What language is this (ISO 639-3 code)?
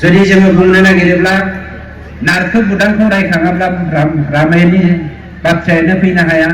brx